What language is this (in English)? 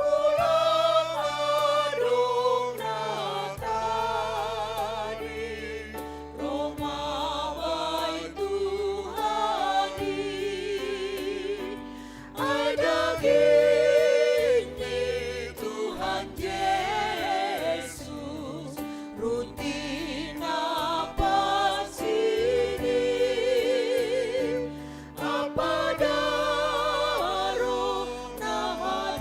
Batak Simalungun